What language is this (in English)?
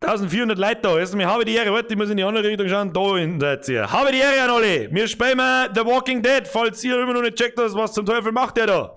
Bavarian